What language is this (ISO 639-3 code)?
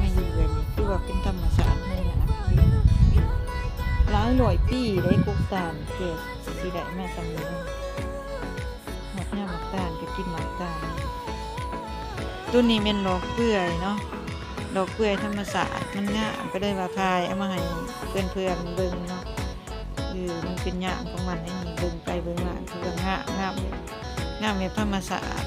lao